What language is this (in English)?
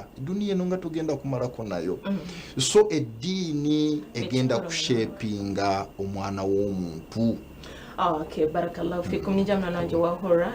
Nyankole